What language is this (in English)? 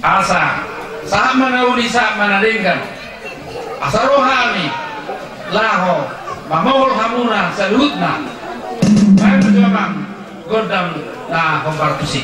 Batak Toba